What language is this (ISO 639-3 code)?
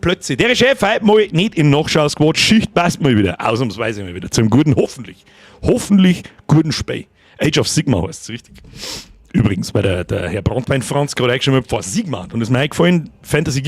bar